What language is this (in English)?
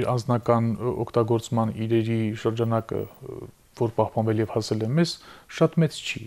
Armenian